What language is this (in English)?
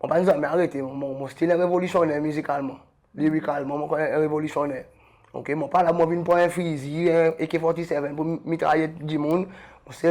Seselwa Creole French